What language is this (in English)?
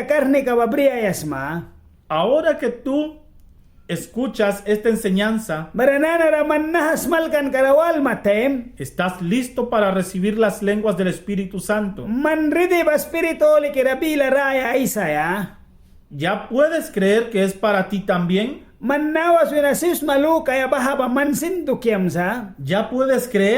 Mískito